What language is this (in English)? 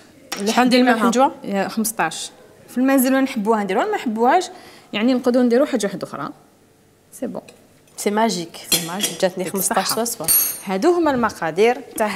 Algerian Arabic